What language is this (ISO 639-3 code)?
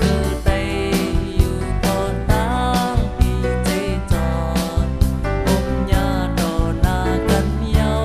shn